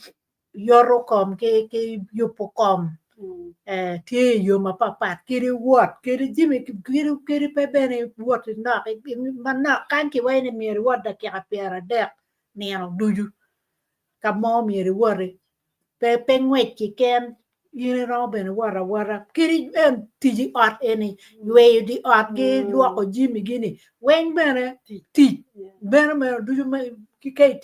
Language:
Acoli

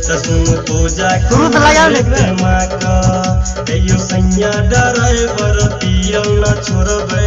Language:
Maithili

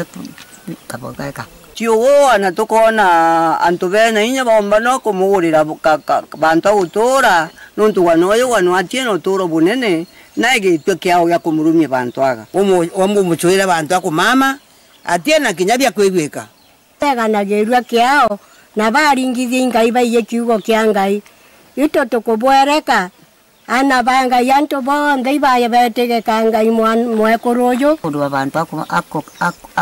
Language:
Meru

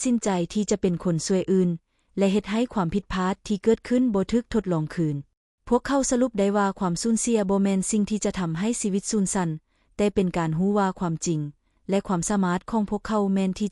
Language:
Lao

